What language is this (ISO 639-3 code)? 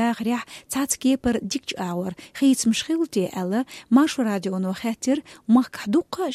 che